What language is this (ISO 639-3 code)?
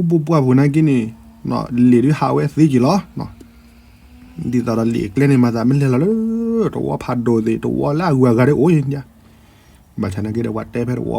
ksw